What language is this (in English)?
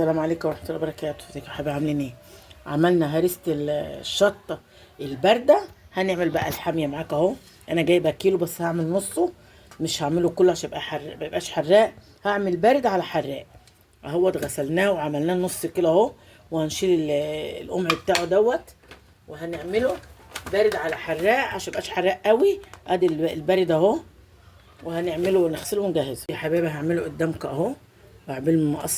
Egyptian Arabic